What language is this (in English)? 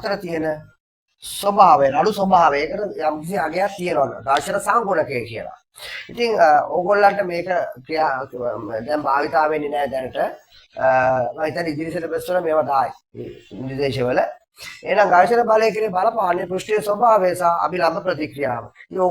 Sinhala